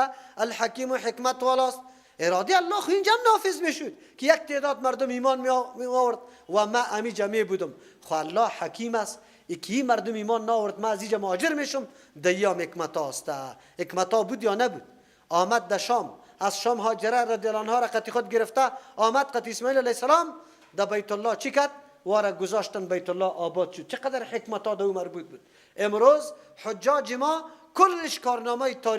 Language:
Persian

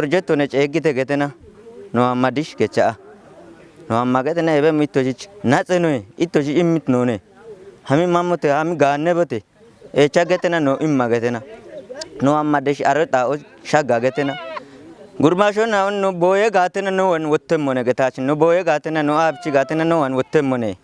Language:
Kafa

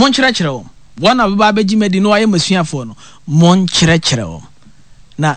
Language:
Akan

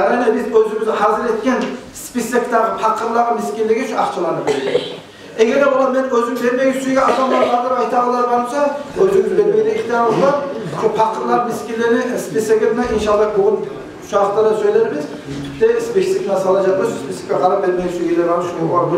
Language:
Kumyk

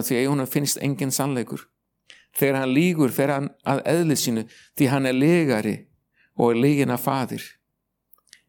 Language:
Icelandic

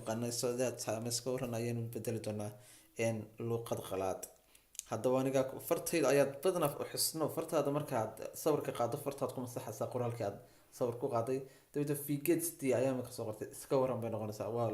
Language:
Somali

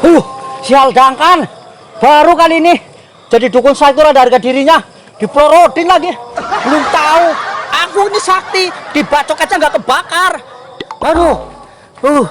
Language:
Betawi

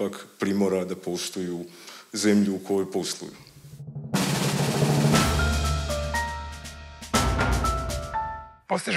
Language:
Croatian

